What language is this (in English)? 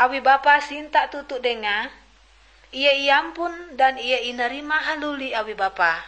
Ngaju